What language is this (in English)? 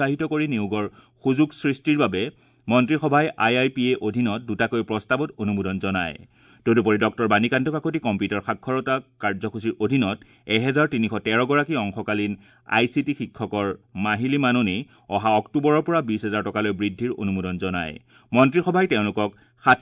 Assamese